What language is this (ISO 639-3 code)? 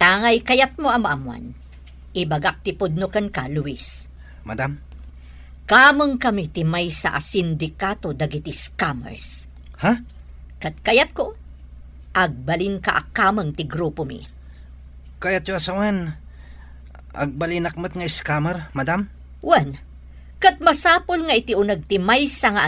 ilo